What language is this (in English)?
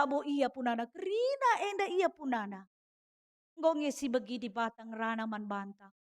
Batak Karo